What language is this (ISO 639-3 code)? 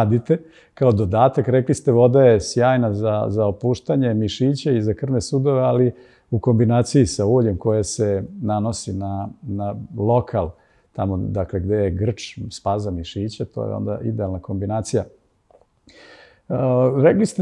srp